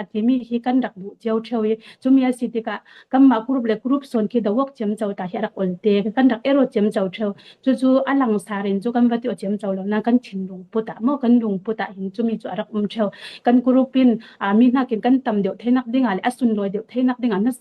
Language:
Falam Chin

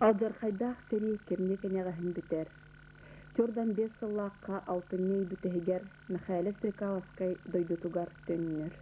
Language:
Yakut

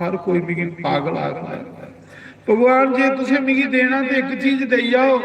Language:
Dogri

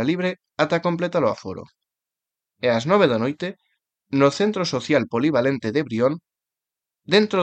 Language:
Galician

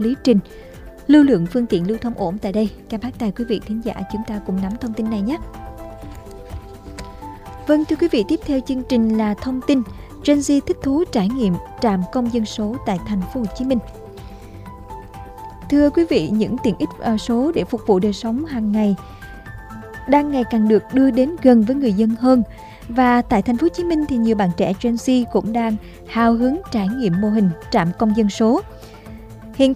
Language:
Vietnamese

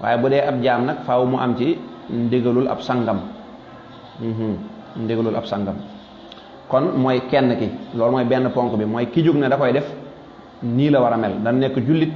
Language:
Wolof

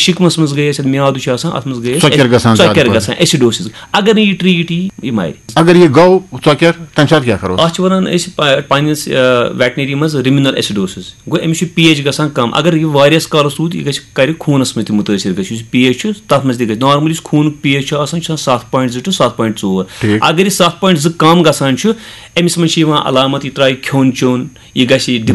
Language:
Kashmiri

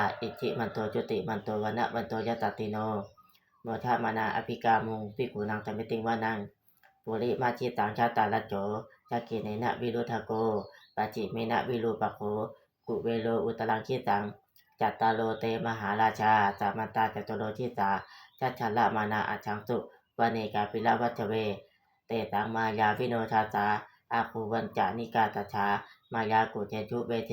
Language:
Pali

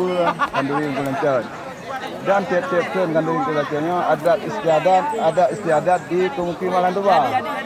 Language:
Achinese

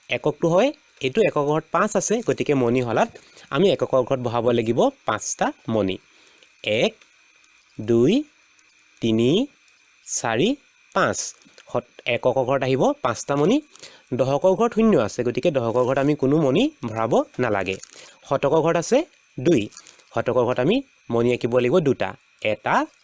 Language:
Assamese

